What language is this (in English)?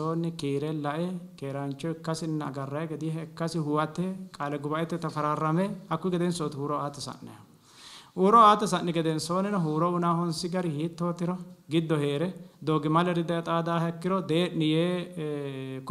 Sidamo